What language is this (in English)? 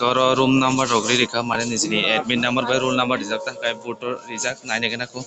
Kok Borok